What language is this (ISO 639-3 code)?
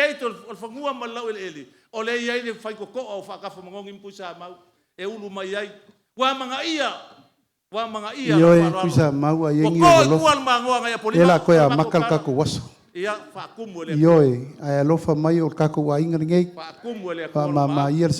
smo